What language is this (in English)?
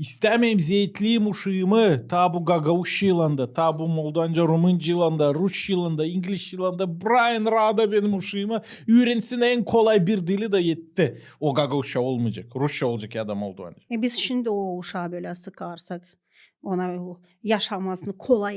Gagauz